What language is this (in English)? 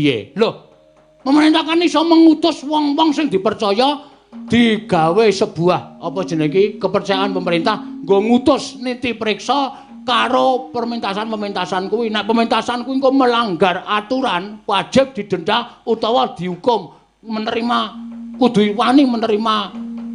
Javanese